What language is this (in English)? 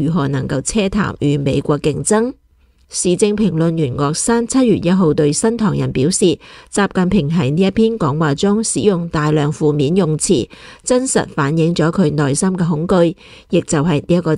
Cantonese